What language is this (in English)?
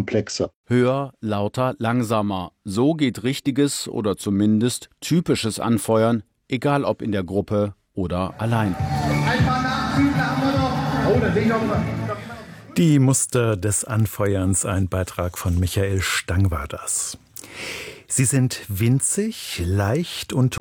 German